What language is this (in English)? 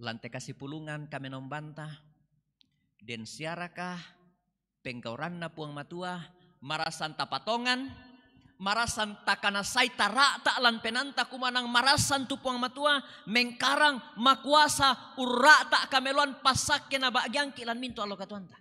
Toraja-Sa'dan